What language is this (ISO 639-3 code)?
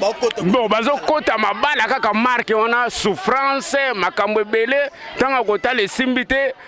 lin